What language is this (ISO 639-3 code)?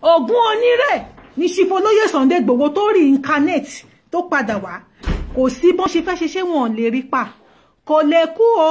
yor